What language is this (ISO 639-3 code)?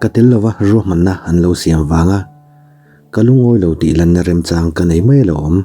lus